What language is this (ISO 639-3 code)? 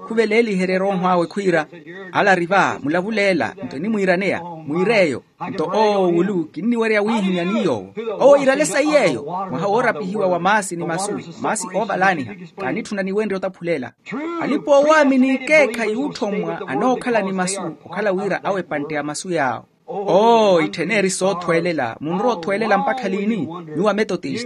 vmw